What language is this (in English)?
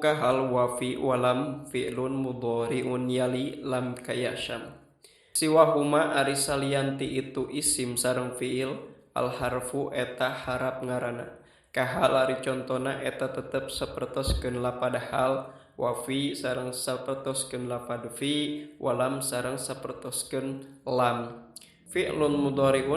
Sundanese